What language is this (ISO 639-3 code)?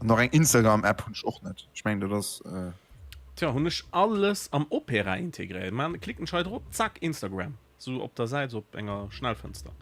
ltz